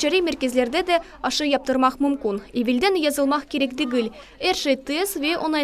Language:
Crimean Tatar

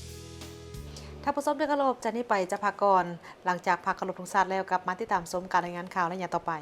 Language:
Lao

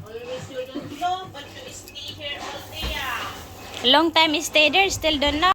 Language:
Bikol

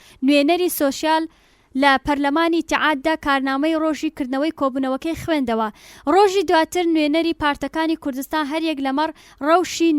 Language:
Central Kurdish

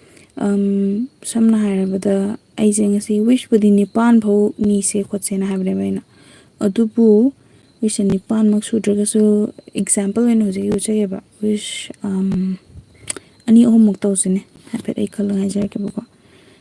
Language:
Manipuri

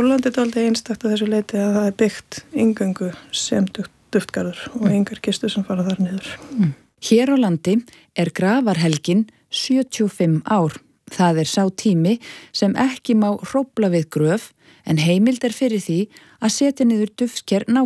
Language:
Icelandic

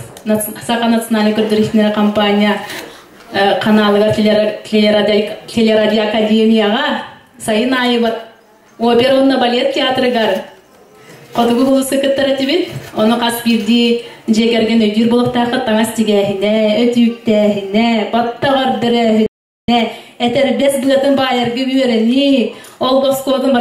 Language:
Yakut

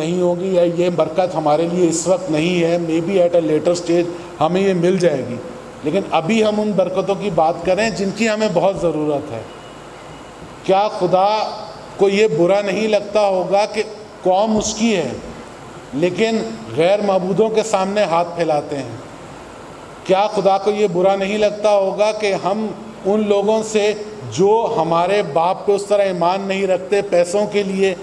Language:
Urdu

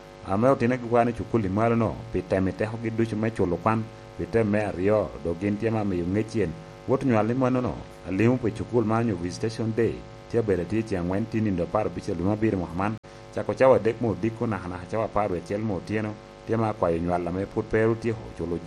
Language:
Lango (Uganda)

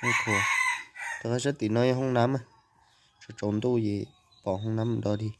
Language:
Hmong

